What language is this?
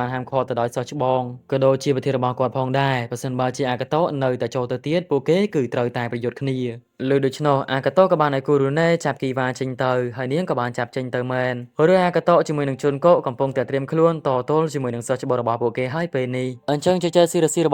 Khmer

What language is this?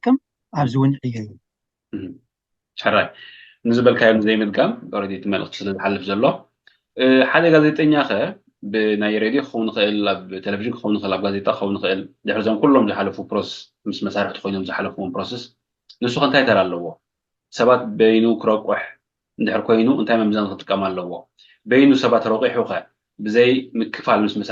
Tigrinya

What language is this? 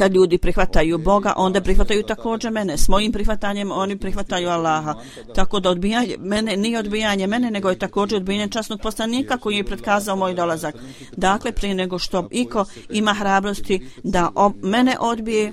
Croatian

